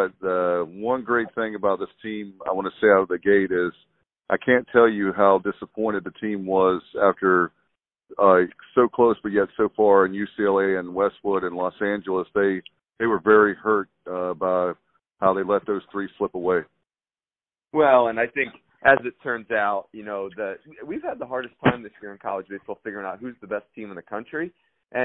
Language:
English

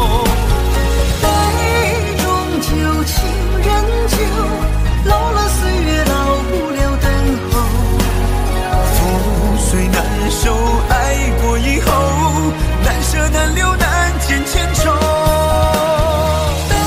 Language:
Chinese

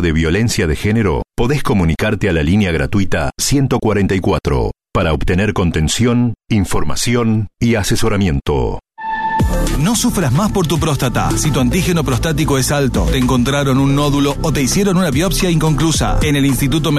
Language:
Spanish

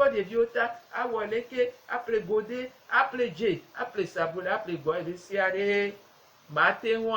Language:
Gen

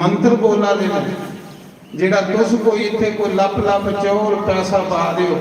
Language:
Dogri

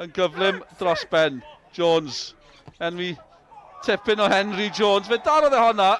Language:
Welsh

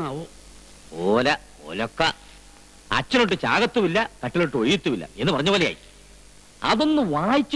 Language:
Malayalam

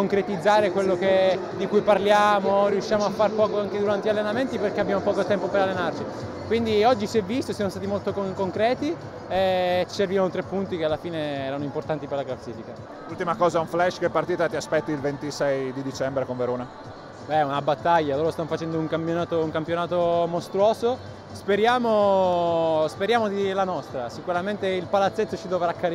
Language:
Italian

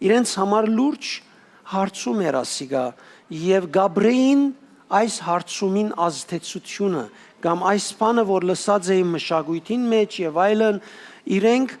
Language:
Western Armenian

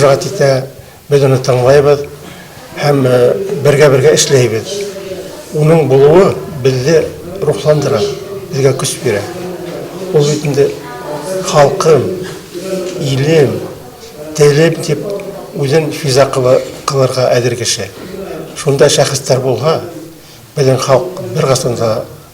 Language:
Bashkir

